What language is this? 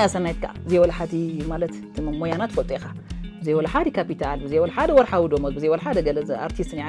Tigrinya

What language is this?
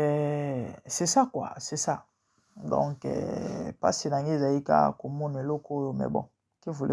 Lingala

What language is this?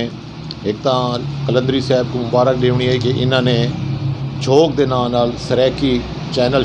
Saraiki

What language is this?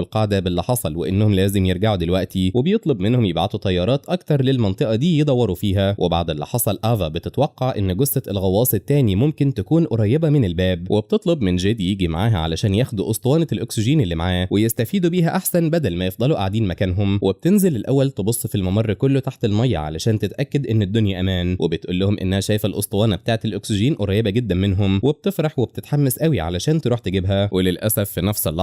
Egyptian Arabic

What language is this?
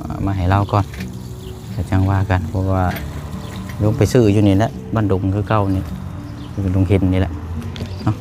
Lao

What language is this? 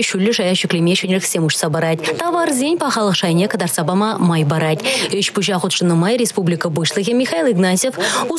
Chuvash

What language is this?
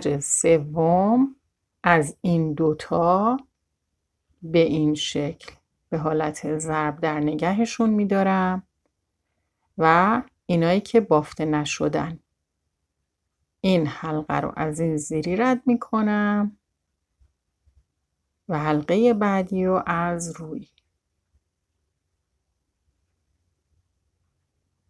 Persian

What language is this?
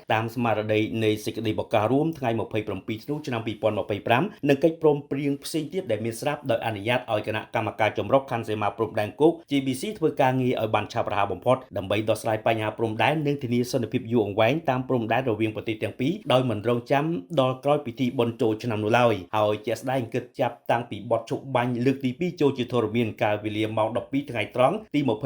Khmer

